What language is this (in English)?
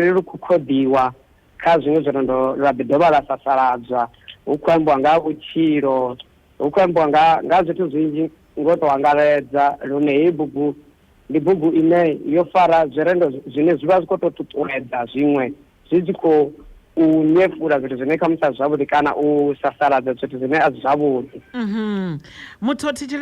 Venda